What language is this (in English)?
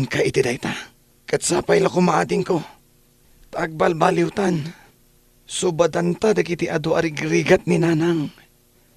Iloko